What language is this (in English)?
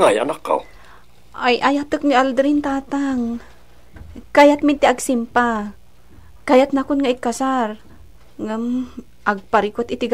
Iloko